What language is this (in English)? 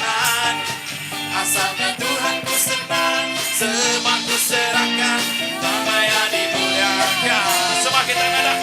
Iban